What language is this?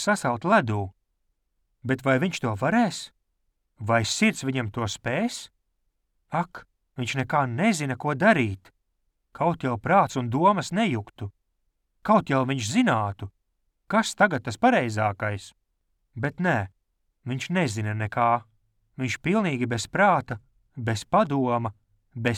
Latvian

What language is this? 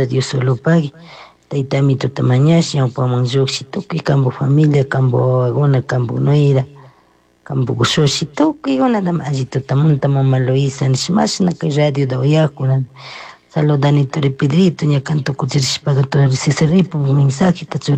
Chimborazo Highland Quichua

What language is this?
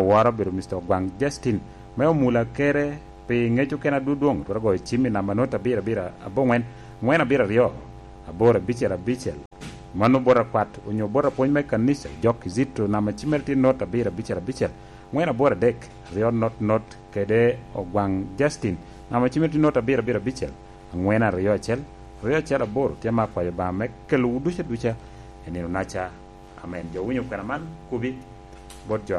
Lango (Uganda)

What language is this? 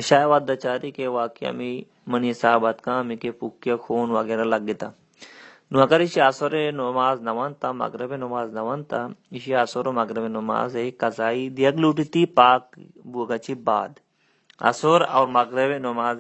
Baluchi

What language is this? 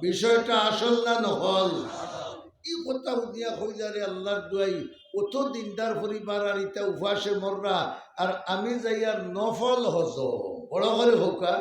Sylheti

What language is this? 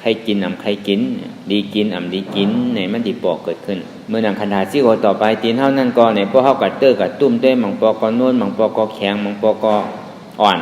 Shan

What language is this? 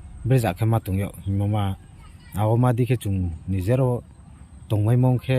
Riang (India)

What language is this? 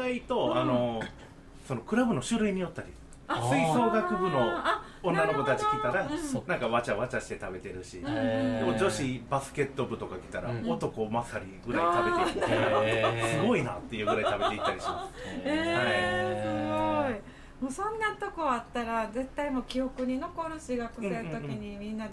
Japanese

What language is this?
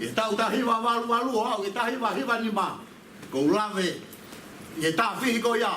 Tongan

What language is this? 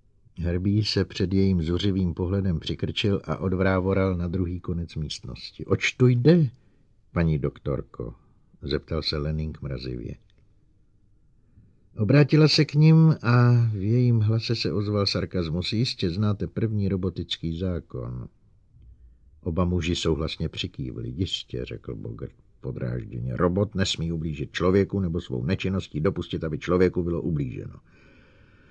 Czech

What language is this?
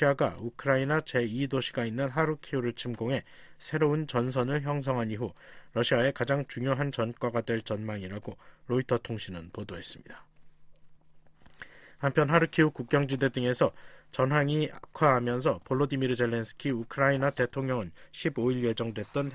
Korean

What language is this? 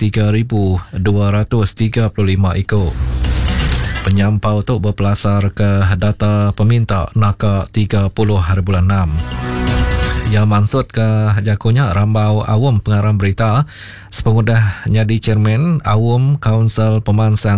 Iban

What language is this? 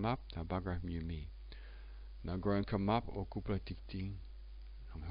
Tok Pisin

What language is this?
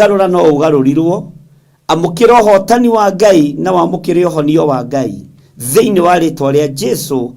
Kikuyu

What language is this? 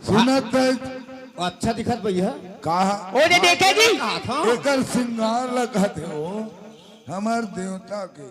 Chhattisgarhi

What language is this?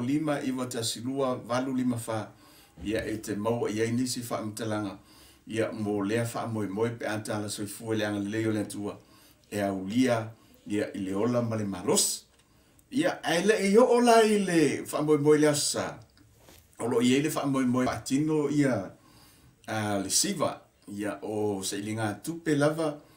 Samoan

